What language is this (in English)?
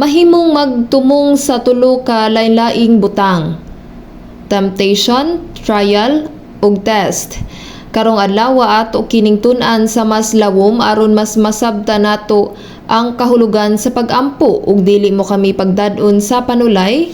Cebuano